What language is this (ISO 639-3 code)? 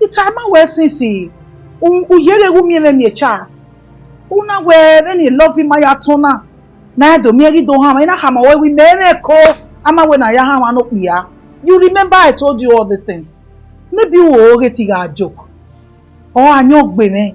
bin